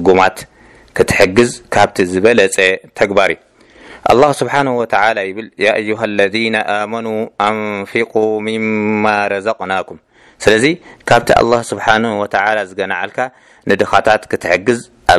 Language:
Tigrinya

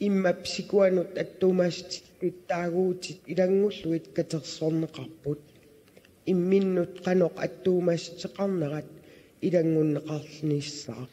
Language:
Kalaallisut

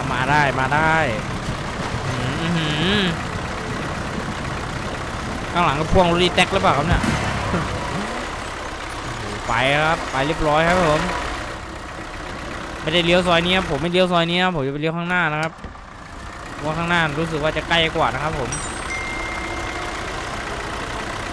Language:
Thai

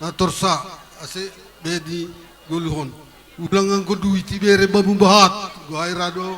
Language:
Batak Simalungun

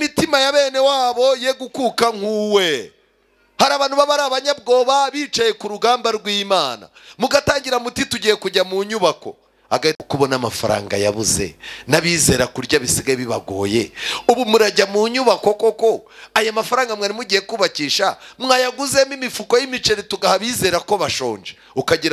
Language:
Kinyarwanda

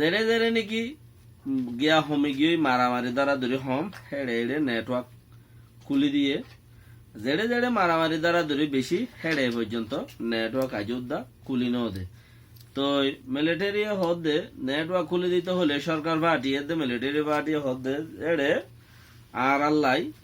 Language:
Rohingya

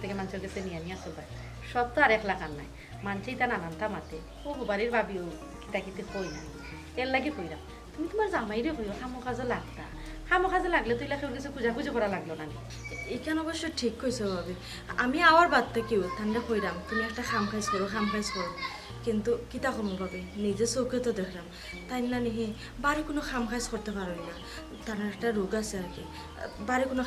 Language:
Sylheti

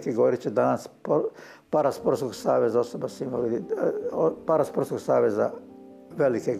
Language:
Croatian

